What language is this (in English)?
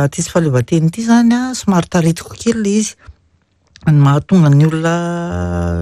Malagasy